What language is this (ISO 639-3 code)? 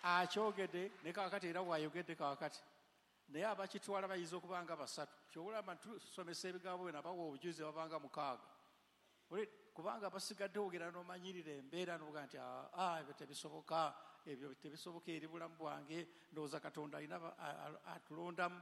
lug